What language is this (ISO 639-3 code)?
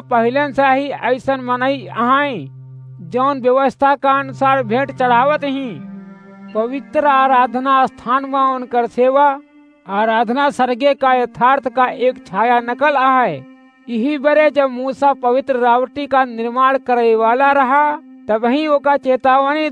awa